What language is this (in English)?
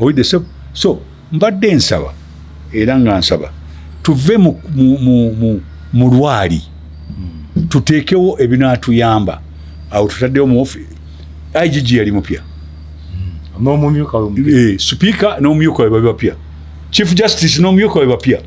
Ganda